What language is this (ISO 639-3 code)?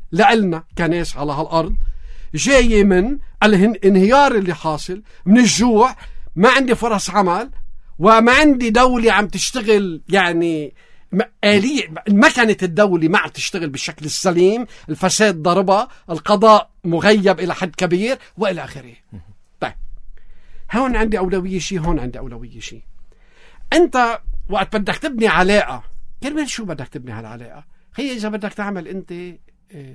apc